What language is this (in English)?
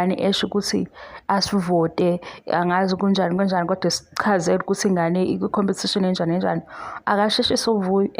Zulu